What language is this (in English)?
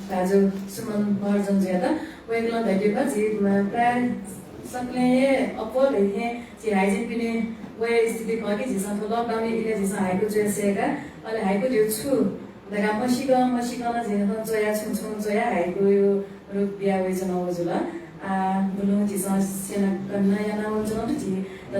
Newari